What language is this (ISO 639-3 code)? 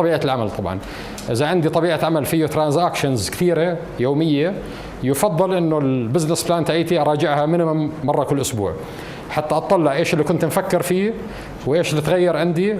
apc